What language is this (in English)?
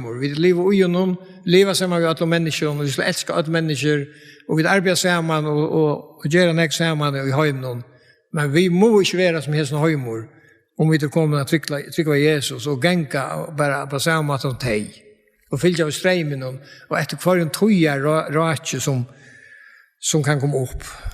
Faroese